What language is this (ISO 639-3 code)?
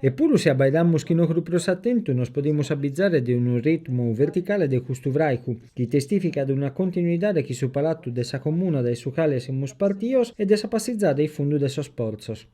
srd